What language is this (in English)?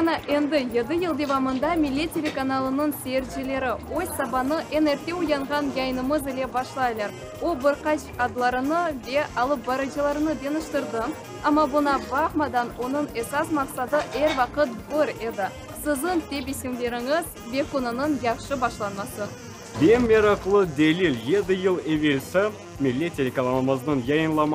Crimean Tatar